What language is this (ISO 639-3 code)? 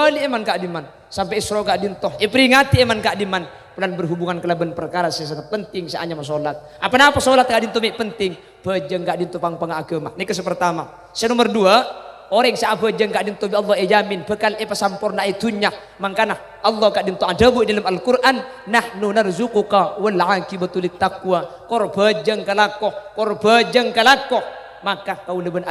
mad